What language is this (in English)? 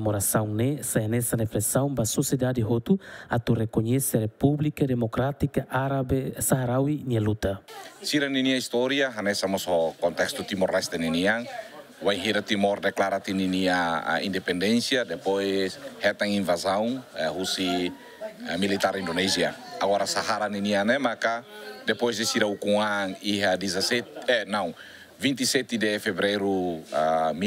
Tetum